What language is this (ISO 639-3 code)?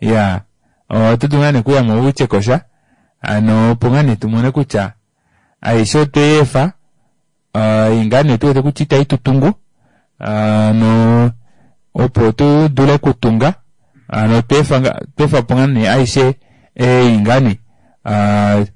kua